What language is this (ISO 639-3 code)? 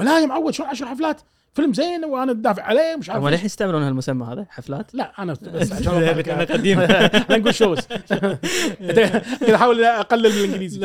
afb